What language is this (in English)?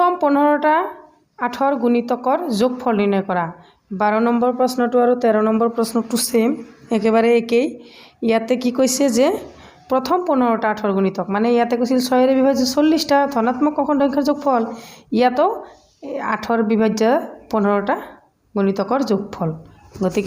Assamese